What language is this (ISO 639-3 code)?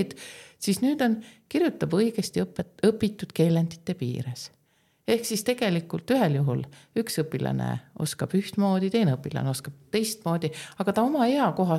est